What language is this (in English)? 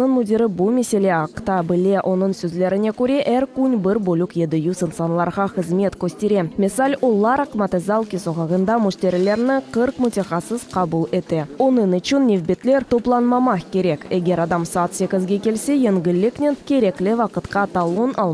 Crimean Tatar